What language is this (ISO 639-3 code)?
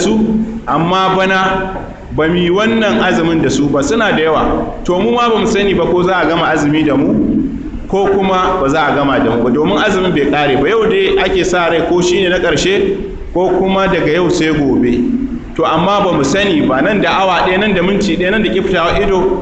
hau